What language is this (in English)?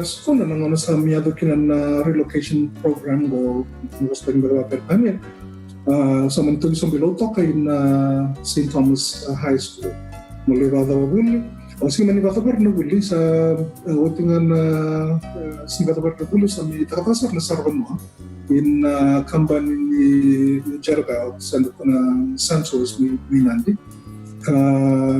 Fijian